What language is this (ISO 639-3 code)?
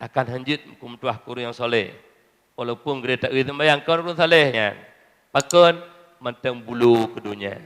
ace